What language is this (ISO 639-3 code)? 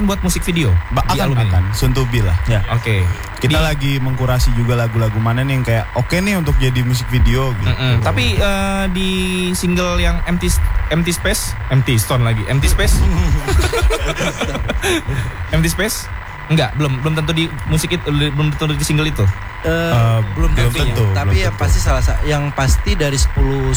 ind